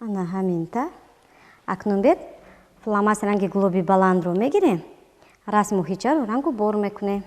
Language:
Tajik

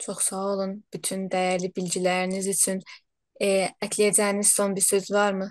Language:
South Azerbaijani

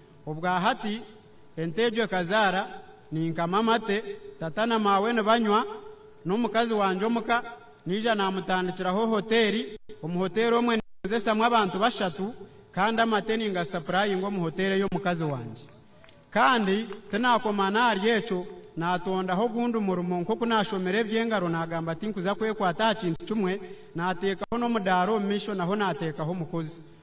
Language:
Nyankole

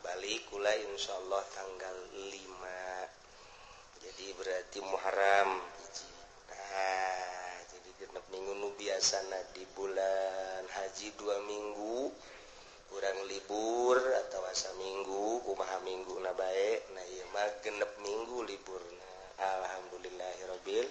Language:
Sundanese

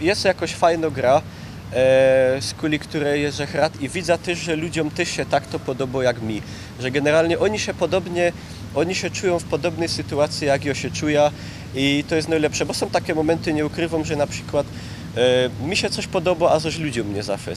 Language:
Silesian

